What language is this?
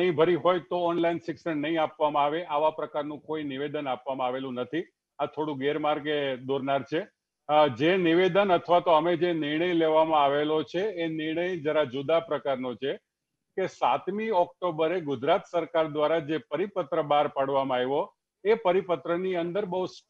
Gujarati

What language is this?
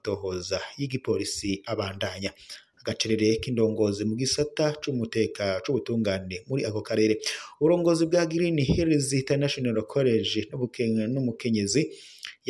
Rundi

